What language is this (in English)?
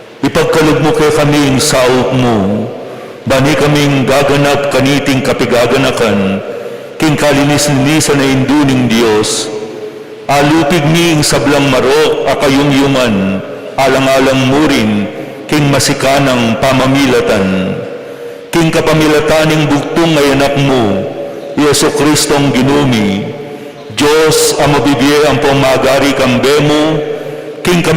Pampanga